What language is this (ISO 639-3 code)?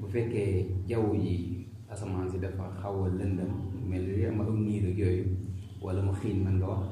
wol